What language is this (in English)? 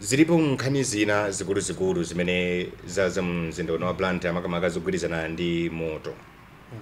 Nyanja